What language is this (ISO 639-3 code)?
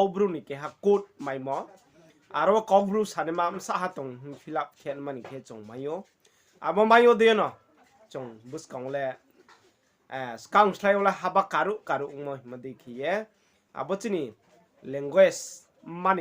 ria